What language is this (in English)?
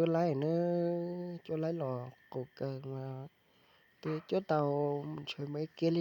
Hmong